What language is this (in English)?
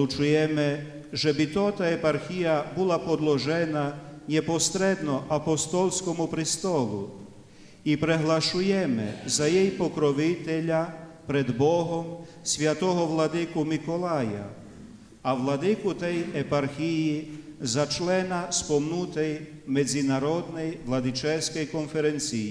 Rusyn